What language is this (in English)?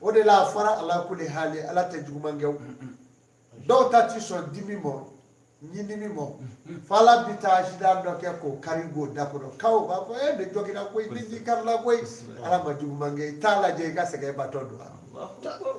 Bambara